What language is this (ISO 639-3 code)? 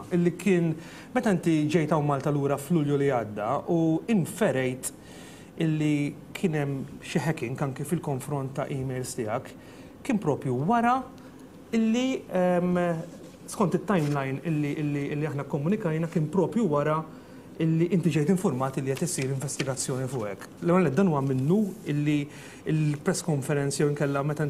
mlt